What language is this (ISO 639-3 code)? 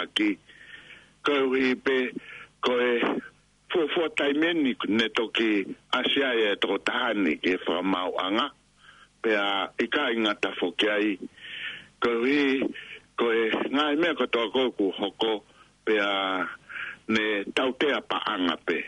ton